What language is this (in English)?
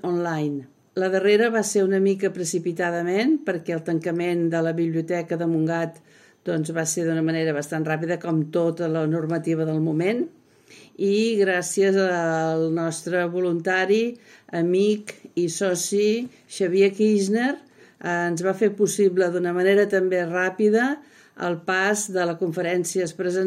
Catalan